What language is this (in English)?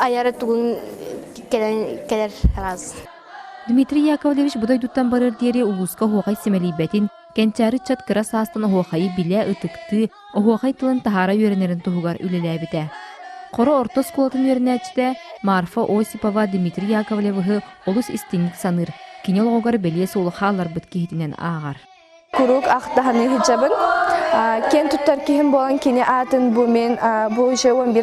Yakut